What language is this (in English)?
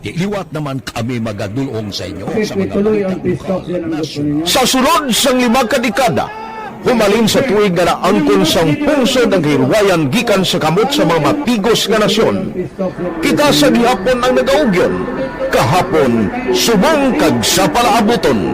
Hiligaynon